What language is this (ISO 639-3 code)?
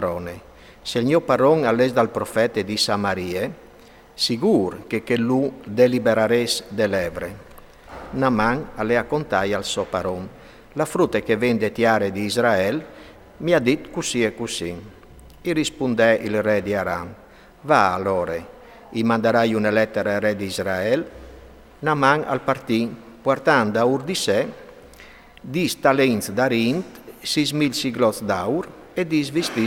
fur